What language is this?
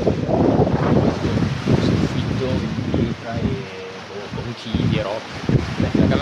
Italian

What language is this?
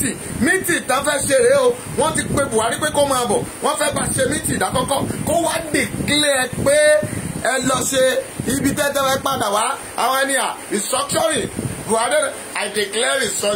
Yoruba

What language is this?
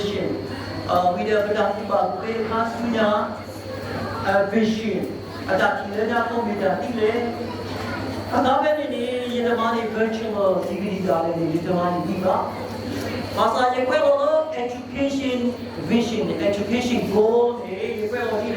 S'gaw Karen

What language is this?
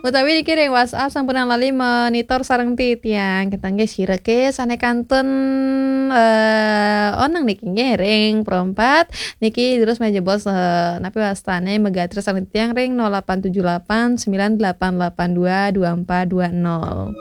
Balinese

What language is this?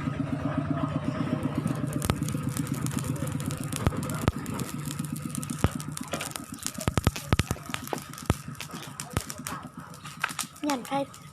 Lao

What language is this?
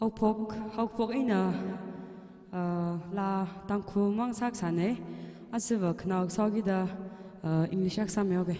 Tangkhul Naga (India)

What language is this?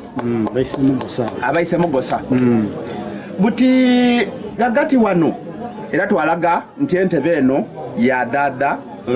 Soga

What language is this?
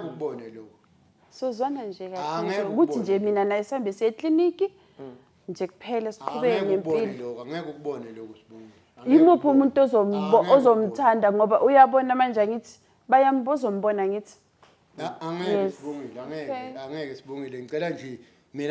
Zulu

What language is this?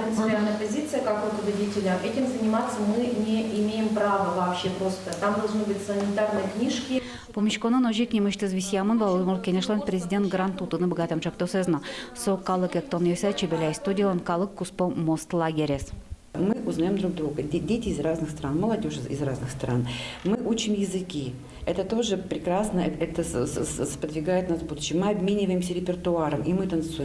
Udmurt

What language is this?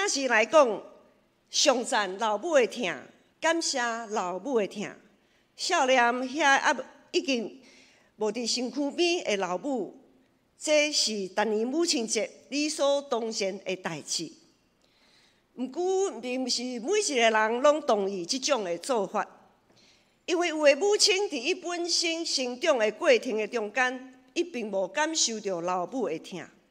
Min Nan Chinese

